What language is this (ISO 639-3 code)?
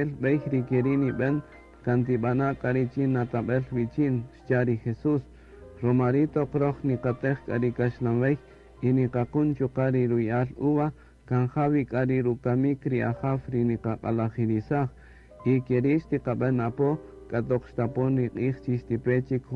cak